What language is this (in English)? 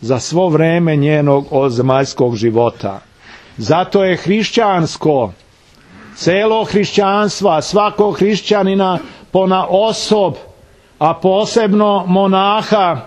Serbian